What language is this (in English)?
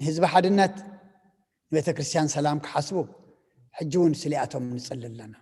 Tigrinya